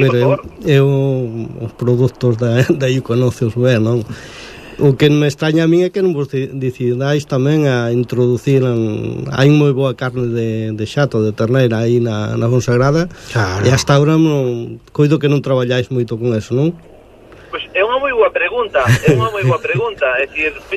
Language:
Galician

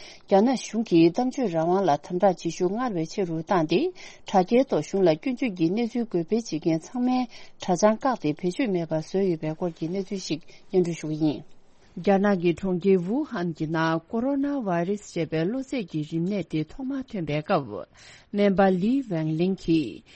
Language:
Tibetan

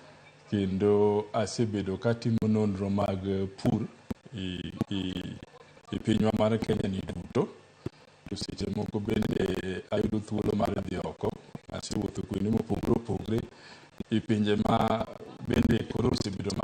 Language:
Luo (Kenya and Tanzania)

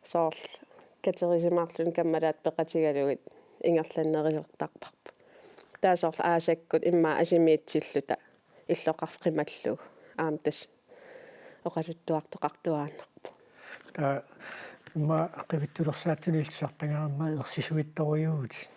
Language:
Kalaallisut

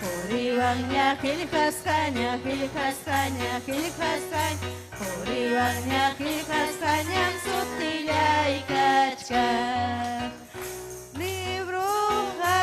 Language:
Ayacucho Quechua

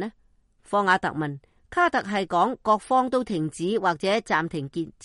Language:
Cantonese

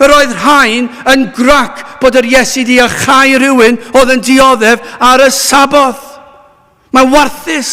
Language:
Welsh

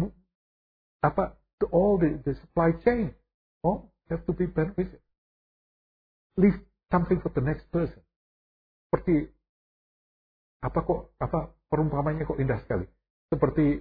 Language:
Indonesian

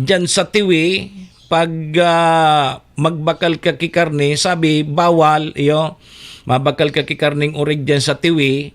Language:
Bikol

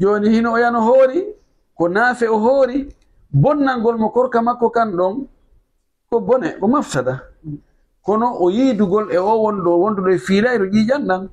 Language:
Fula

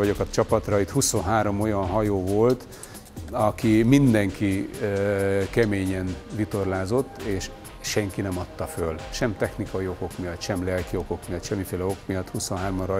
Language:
Hungarian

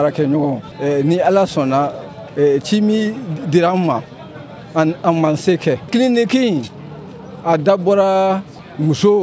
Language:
Bambara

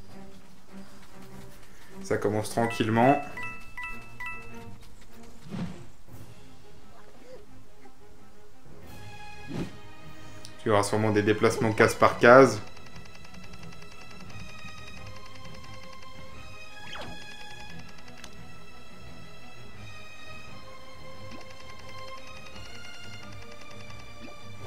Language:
French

